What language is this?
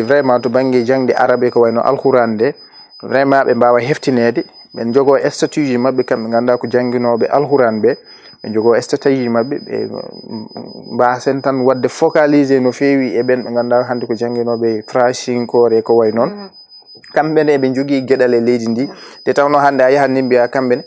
Fula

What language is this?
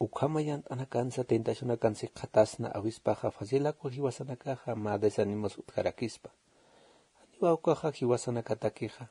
Aymara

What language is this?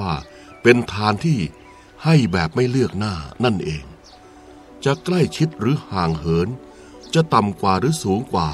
Thai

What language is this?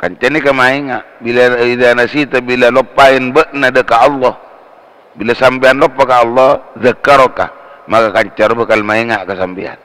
Madurese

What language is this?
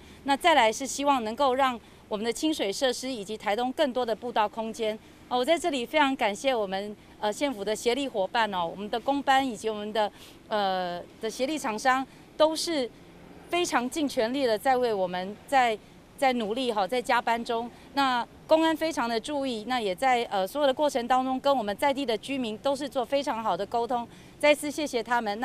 Chinese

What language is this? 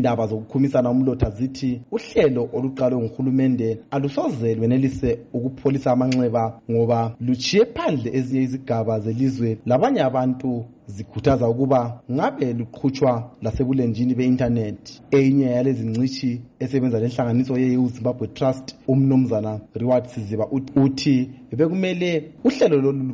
North Ndebele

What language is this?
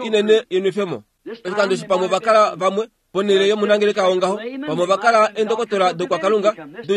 Kuanyama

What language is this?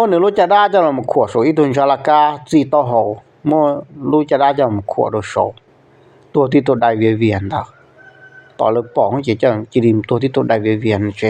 Hmong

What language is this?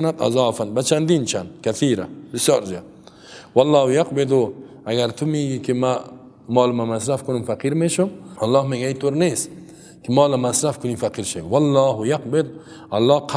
Persian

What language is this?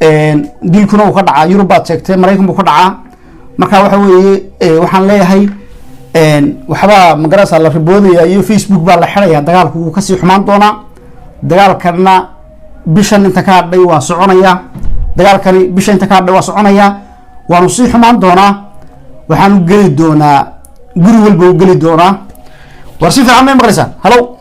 Somali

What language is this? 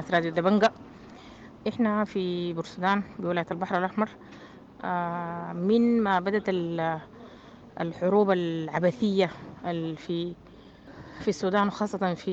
Sudanese Arabic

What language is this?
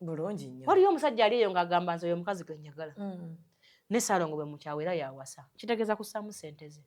Ganda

